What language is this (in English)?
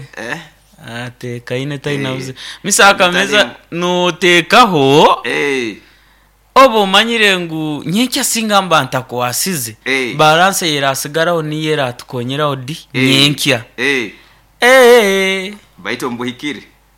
Nyoro